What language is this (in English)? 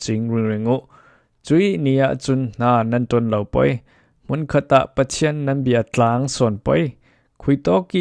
Falam Chin